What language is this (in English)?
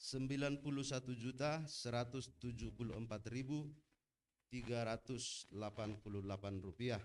Batak Simalungun